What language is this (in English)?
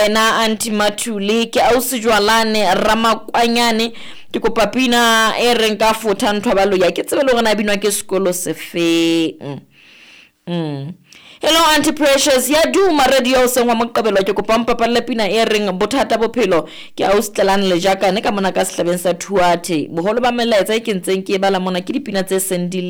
Southern Sotho